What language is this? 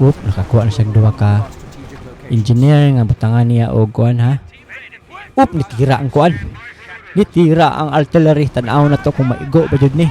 Cebuano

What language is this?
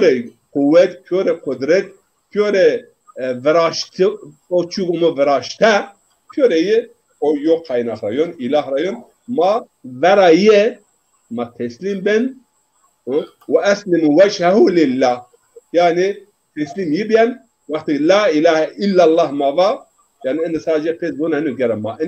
Zaza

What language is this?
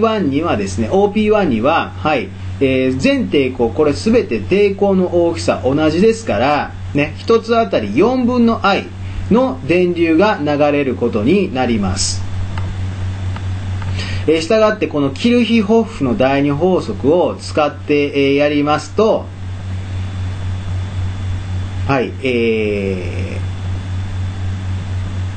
Japanese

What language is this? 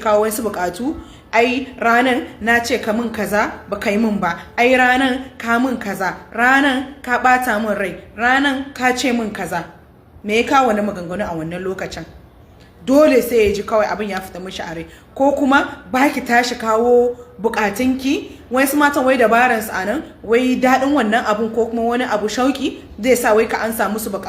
Hausa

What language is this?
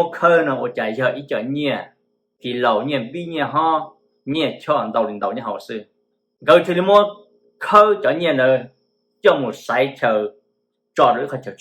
Hmong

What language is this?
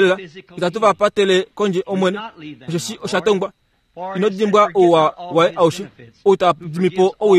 Kuanyama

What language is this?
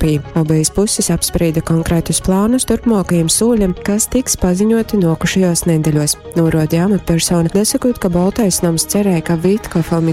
Latgalian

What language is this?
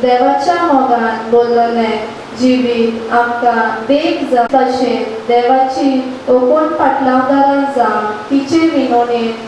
Konkani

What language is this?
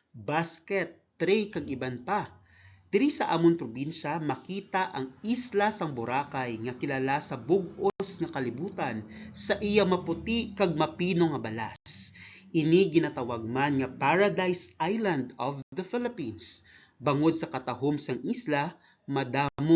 Hiligaynon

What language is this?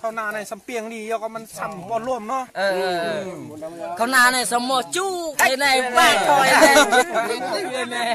Shan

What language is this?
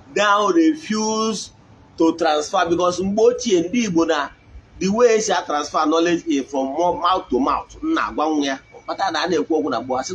Igbo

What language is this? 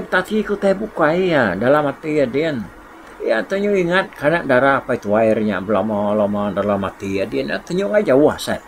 Iban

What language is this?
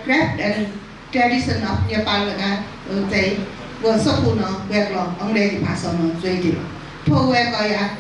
Newari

